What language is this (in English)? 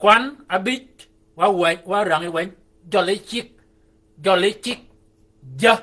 Shilluk